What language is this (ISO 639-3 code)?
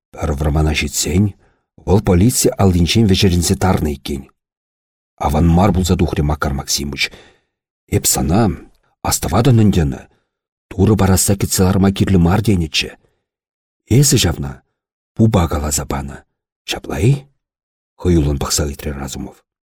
chv